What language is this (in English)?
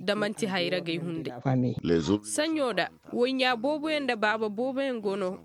Koyraboro Senni